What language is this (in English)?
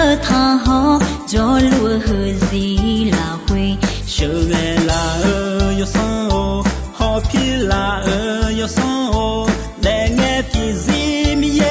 Akha